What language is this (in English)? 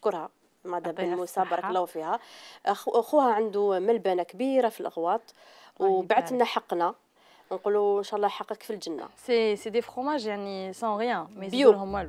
Algerian Arabic